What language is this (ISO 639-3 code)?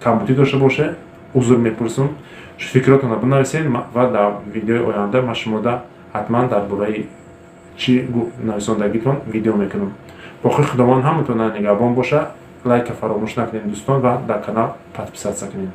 tgk